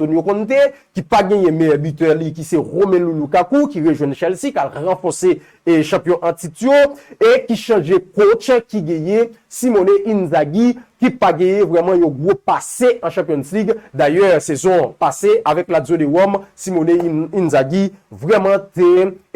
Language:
Haitian Creole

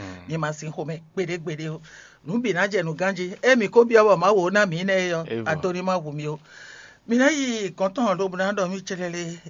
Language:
Fon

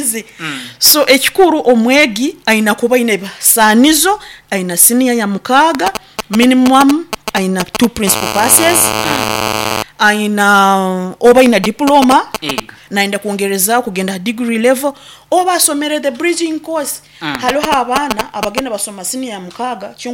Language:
Nyoro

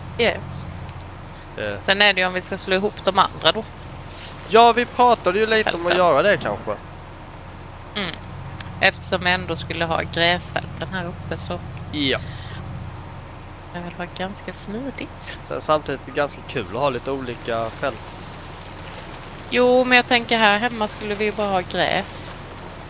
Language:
Swedish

